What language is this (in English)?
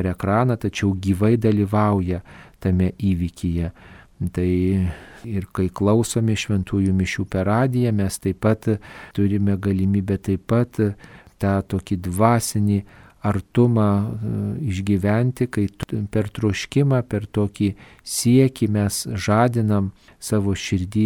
Lithuanian